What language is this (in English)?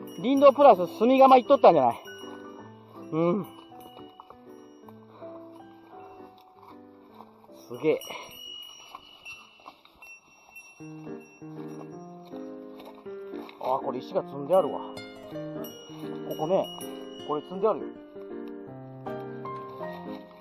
Japanese